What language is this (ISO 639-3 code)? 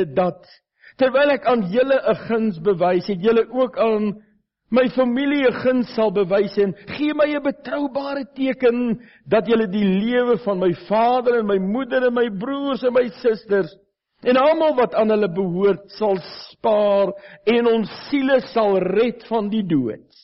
afr